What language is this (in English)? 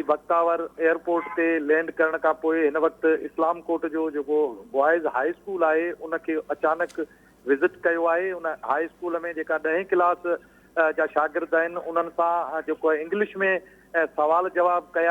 Sindhi